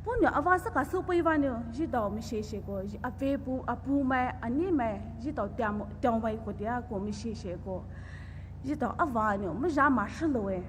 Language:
Poumei Naga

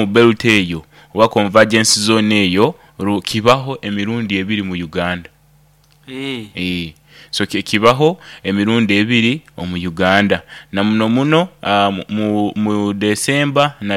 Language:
Nyoro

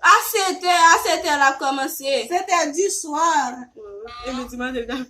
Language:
Haitian Creole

